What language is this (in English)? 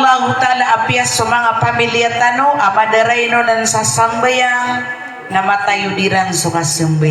Maranao